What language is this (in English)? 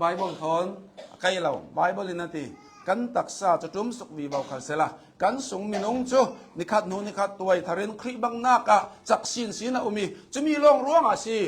Hakha Chin